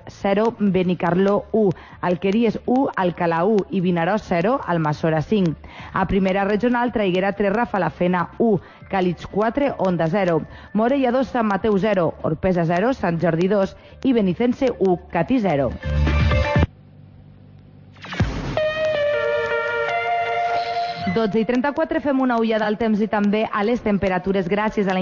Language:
Catalan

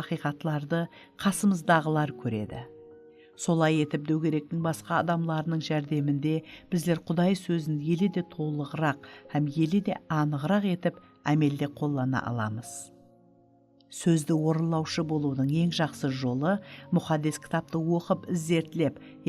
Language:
Kara-Kalpak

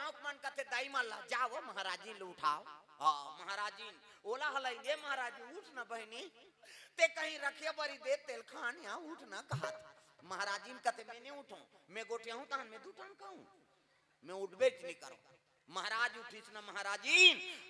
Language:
Chhattisgarhi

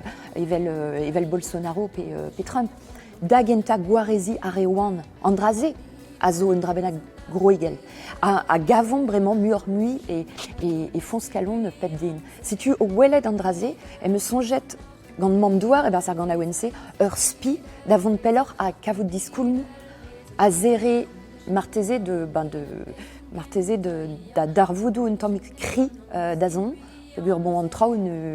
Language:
Breton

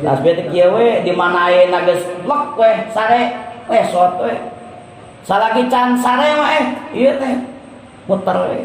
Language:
Sundanese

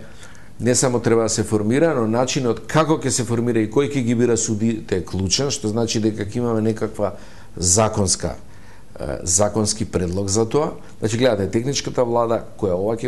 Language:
Macedonian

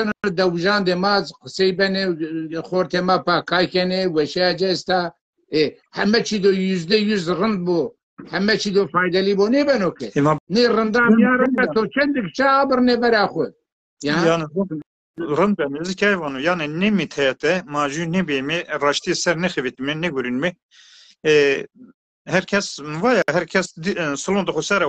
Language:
Zaza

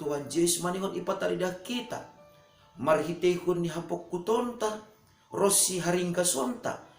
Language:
Batak Simalungun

